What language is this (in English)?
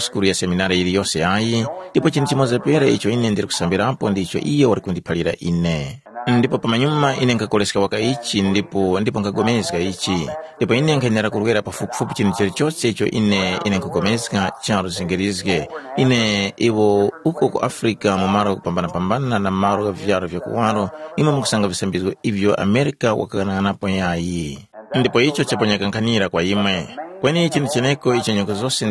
Tumbuka